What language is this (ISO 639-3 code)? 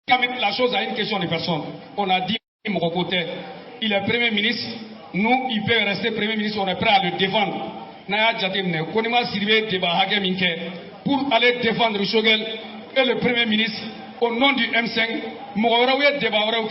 bam